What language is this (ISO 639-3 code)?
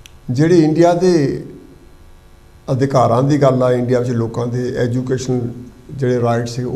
pan